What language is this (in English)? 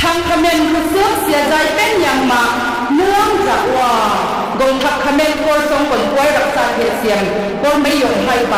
Lao